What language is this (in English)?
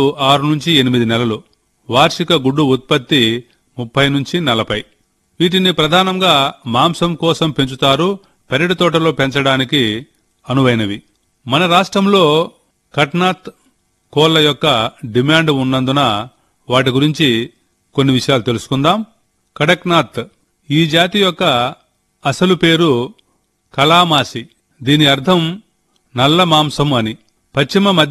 Telugu